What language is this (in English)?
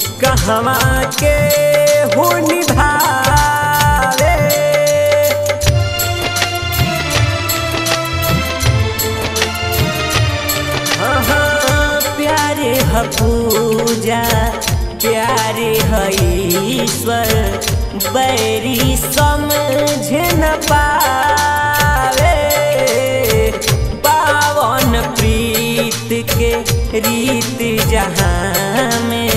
Bhojpuri